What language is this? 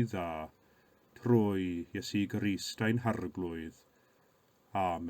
Welsh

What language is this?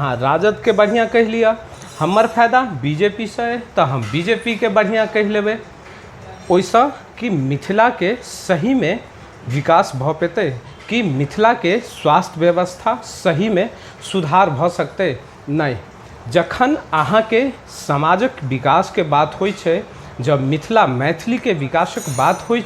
Maithili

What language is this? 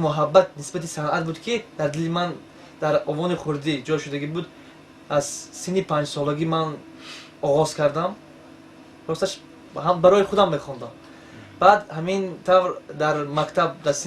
Tajik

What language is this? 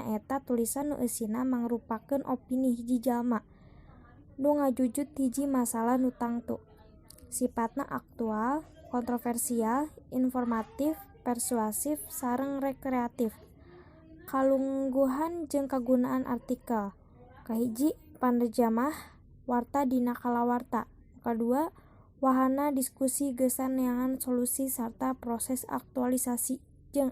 Sundanese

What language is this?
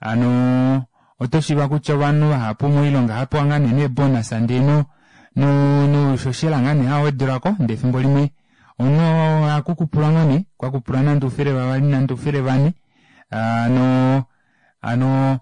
Kuanyama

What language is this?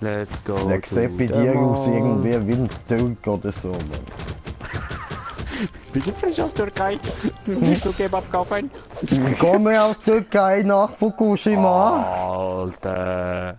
Swiss German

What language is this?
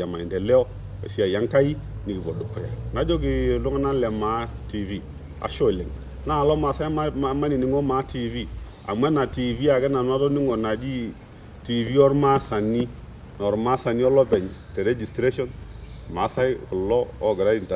Masai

